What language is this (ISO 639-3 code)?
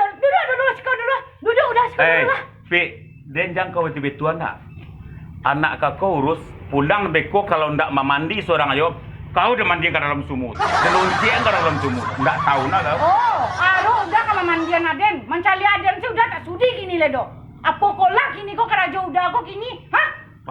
min